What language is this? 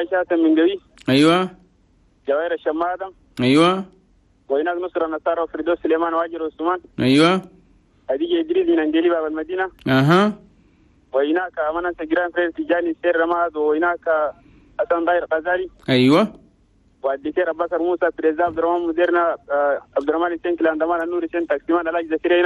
Chadian Arabic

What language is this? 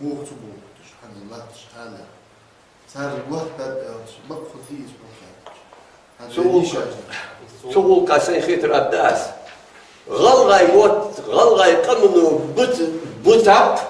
Ingush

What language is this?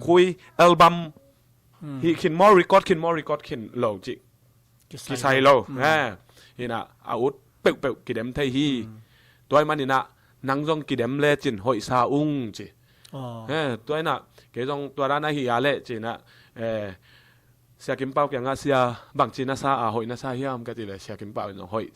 Tedim Chin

